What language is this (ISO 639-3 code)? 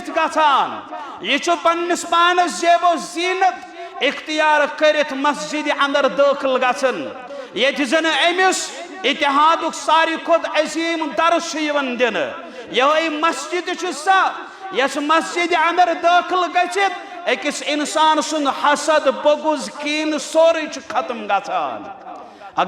kas